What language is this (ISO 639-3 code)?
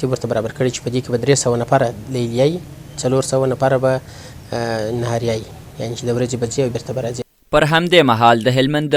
pus